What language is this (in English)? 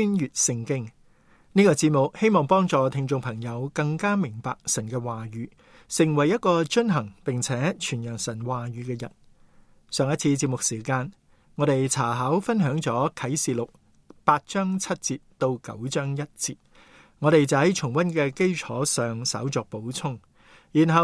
Cantonese